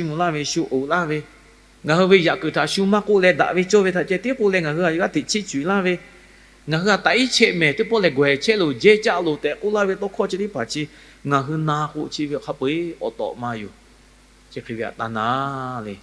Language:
Lahu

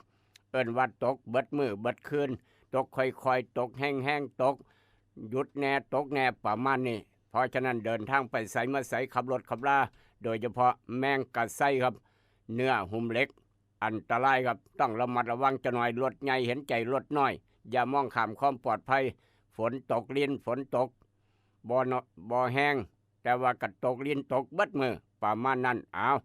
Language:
Northeastern Thai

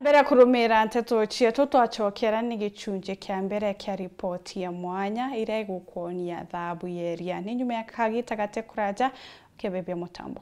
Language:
Meru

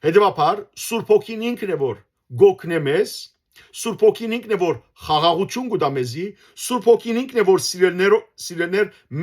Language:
Western Armenian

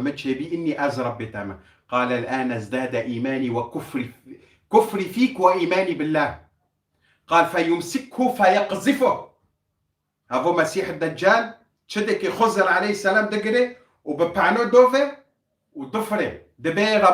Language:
Kurdish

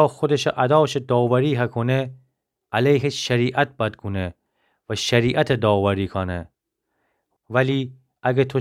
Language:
Gilaki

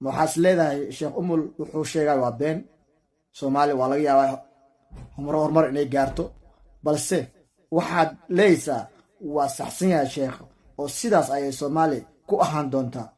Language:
Somali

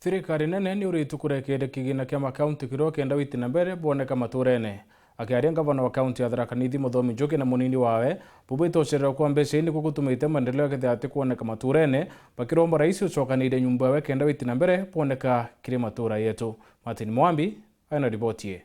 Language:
Meru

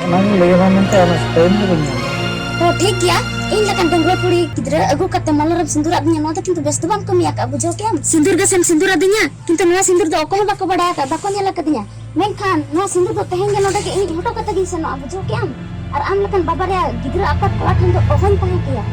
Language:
Santali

